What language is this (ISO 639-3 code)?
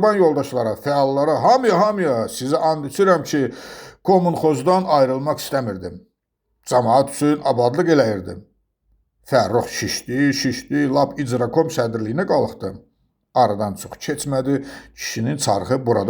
aze